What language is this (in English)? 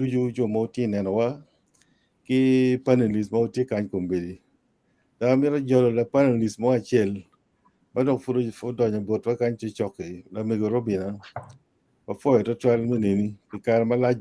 Acoli